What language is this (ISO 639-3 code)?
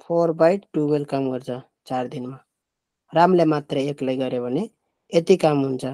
nep